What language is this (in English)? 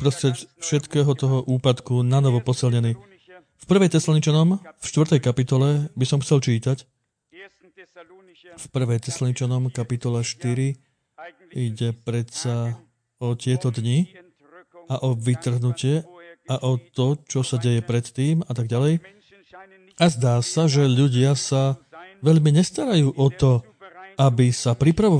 Slovak